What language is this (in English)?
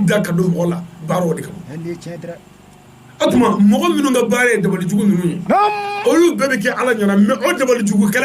Bambara